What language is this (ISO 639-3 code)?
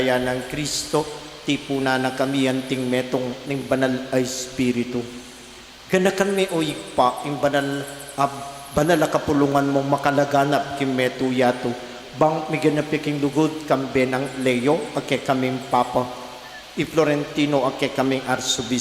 pam